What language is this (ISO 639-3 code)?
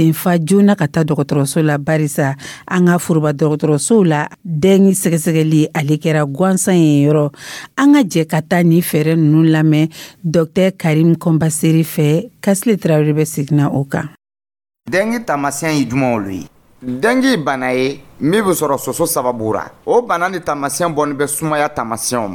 dyu